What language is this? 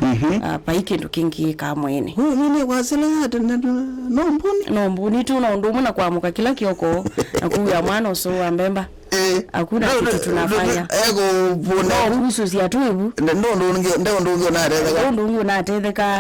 Kamba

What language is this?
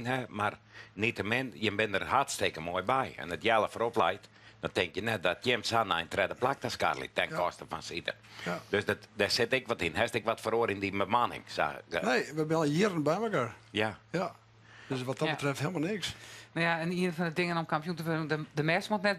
Western Frisian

